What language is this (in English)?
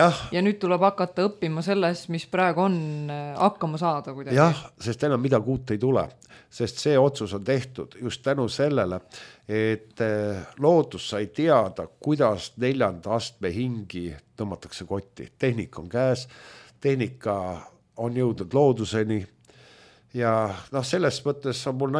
Estonian